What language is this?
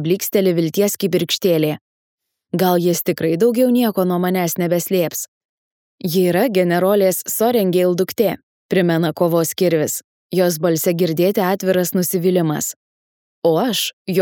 Lithuanian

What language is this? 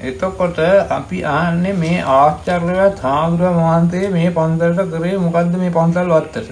Sinhala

